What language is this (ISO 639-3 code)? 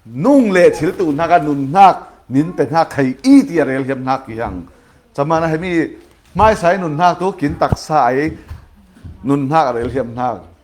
cfm